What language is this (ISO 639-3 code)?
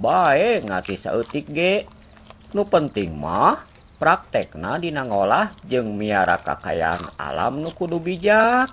sun